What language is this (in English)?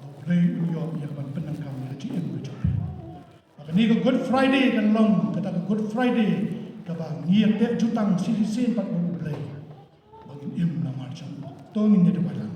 Khasi